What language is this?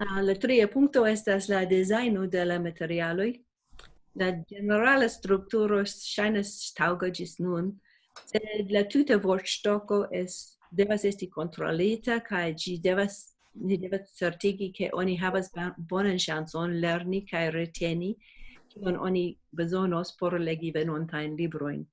Esperanto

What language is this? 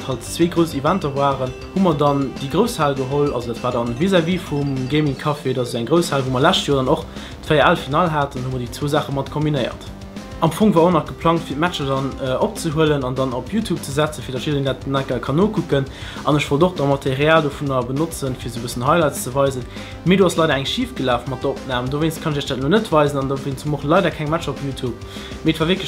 Luxembourgish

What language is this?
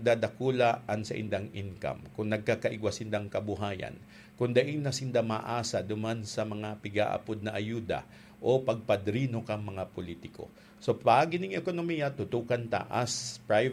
Bikol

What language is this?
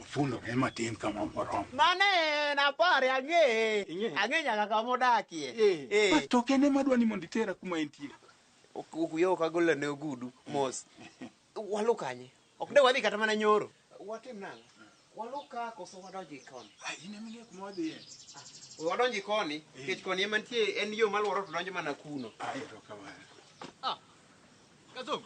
Luo (Kenya and Tanzania)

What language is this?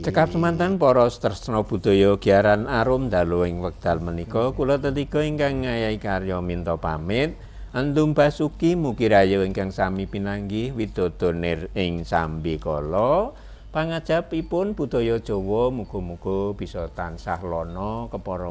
Javanese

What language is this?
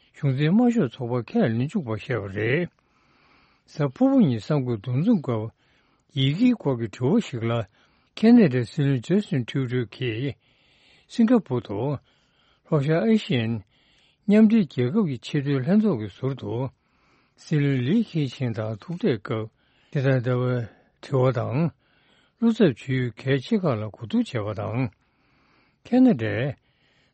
Tibetan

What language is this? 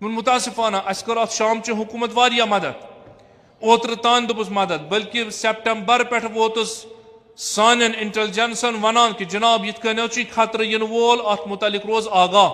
Kashmiri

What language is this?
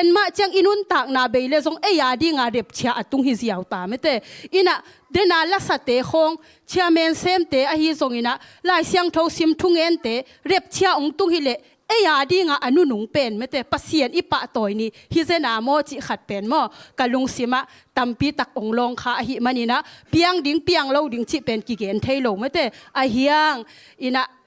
Tedim Chin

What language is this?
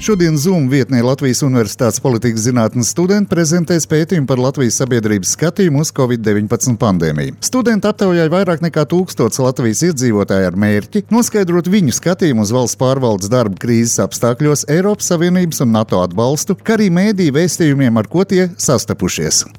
Latvian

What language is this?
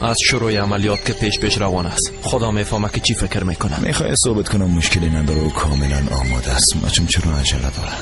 Persian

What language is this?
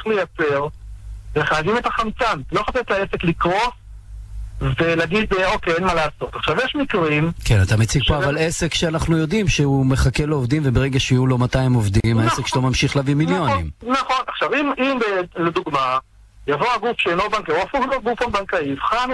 Hebrew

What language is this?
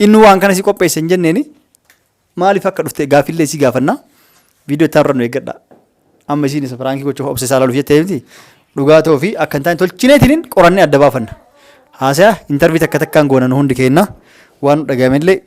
Oromo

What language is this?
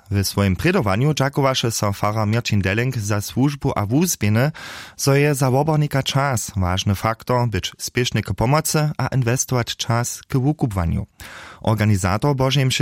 Upper Sorbian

